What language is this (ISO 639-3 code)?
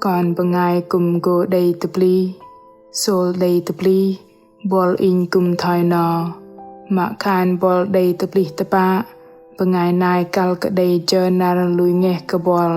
bdq